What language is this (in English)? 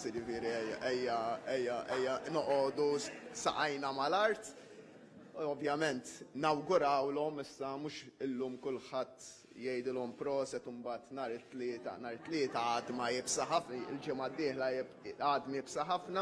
Maltese